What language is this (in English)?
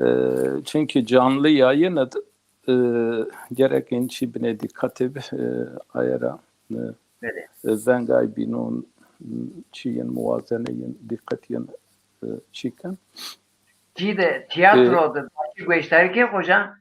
Zaza